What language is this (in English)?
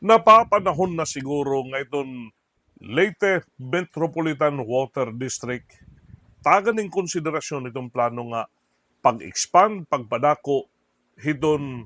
Waray